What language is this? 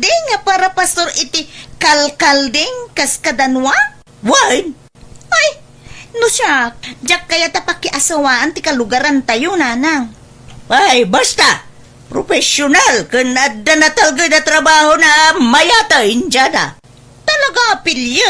Iloko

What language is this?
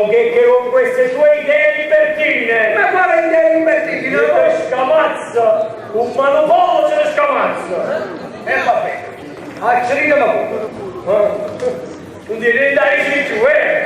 Neapolitan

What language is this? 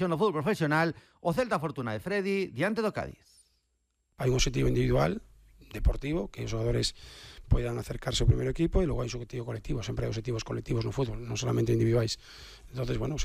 Galician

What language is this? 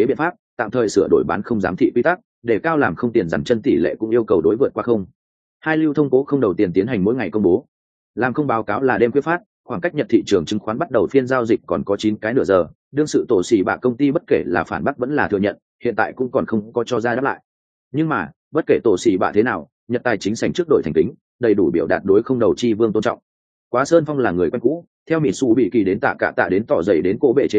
Vietnamese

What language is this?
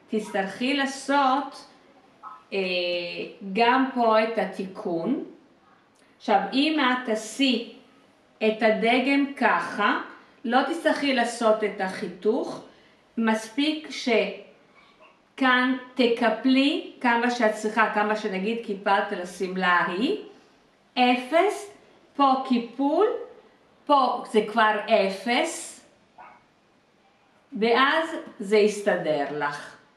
Hebrew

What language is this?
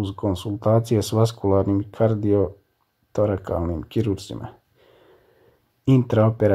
Croatian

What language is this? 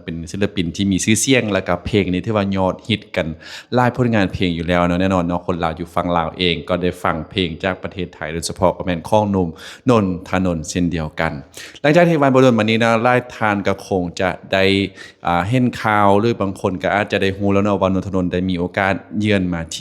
Lao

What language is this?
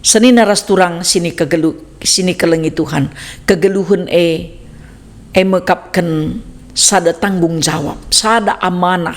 Batak Karo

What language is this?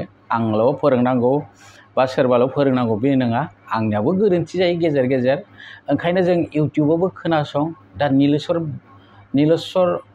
Bodo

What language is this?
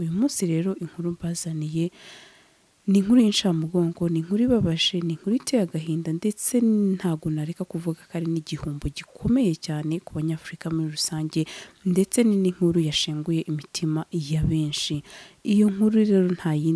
Kinyarwanda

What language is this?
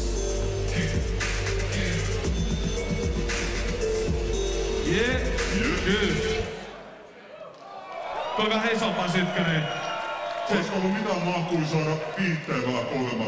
Finnish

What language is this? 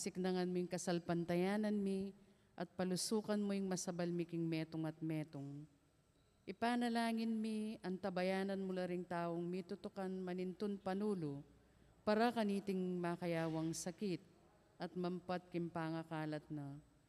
Pampanga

